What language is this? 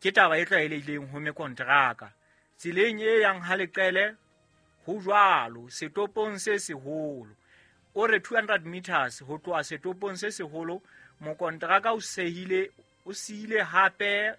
Southern Sotho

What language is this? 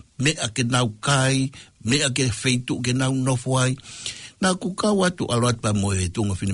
Tongan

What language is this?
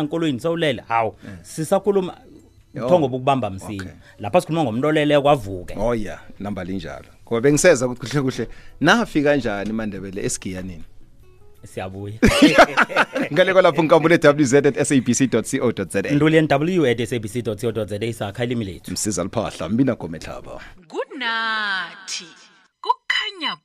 South Ndebele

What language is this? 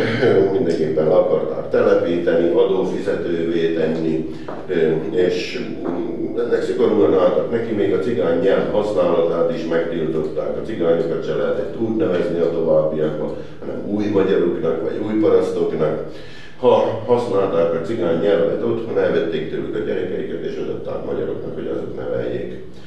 Hungarian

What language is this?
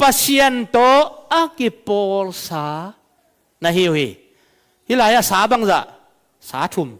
Tedim Chin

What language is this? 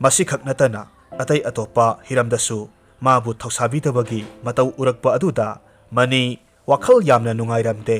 Manipuri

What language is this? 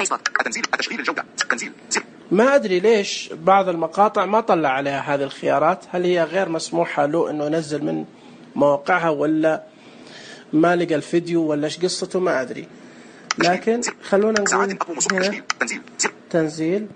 Najdi Arabic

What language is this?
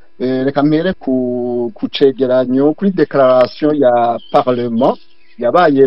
Rundi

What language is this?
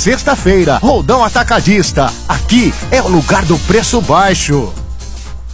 Portuguese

